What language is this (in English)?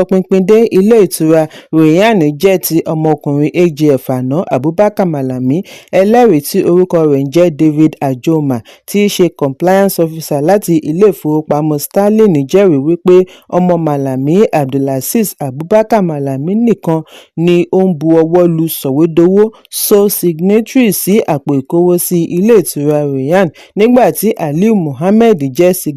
Yoruba